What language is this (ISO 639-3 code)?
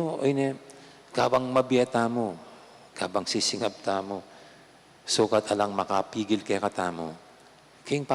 pam